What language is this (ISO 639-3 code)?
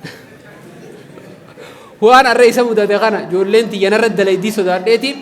orm